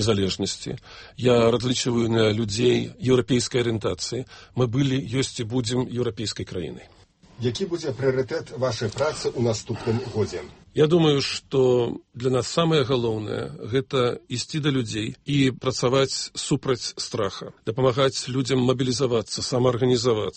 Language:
Belarusian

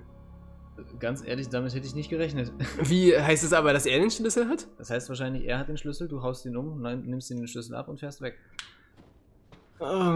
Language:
German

